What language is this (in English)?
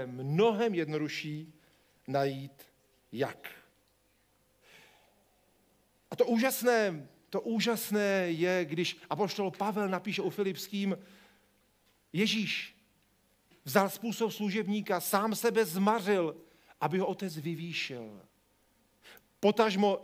Czech